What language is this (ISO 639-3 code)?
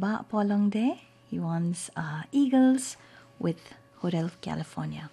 kha